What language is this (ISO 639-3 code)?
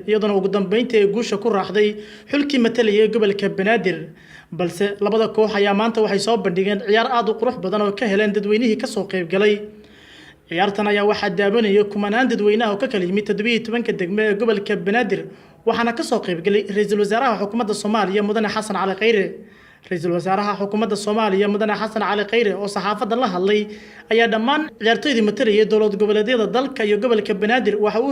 som